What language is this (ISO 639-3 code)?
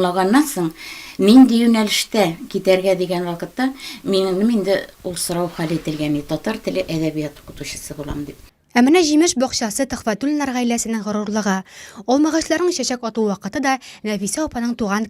tat